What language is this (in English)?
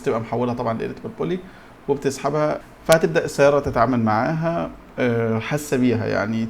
Egyptian Arabic